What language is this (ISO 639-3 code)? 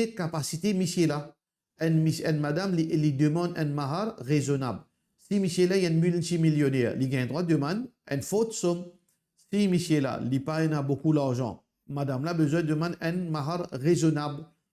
mfe